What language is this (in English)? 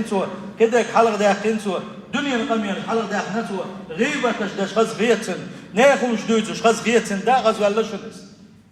Chechen